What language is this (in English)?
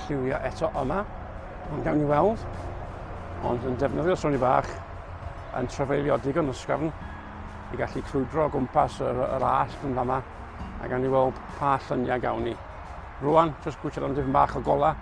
Welsh